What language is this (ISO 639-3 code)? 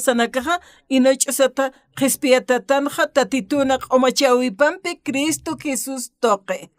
aym